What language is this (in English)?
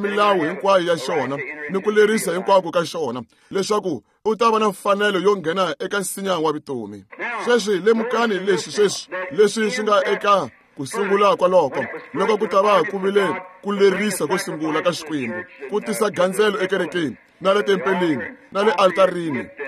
Tsonga